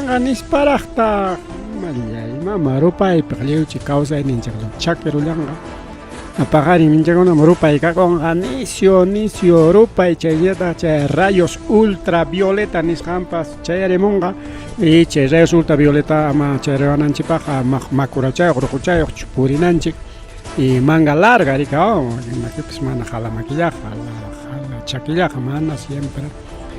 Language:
Ayacucho Quechua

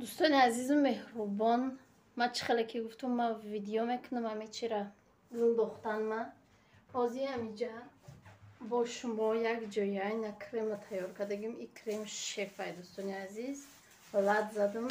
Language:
Tajik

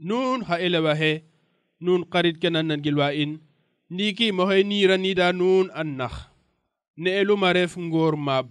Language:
Serer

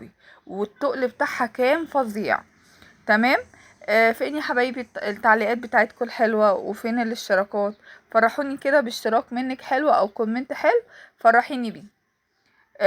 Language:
Egyptian Arabic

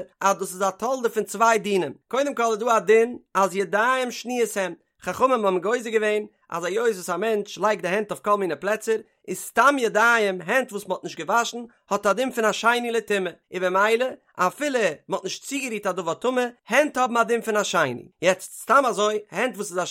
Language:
Yiddish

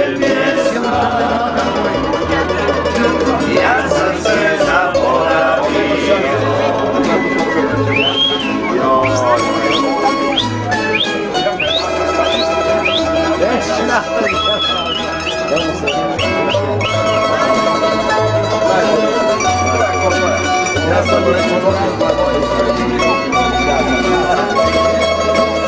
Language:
Croatian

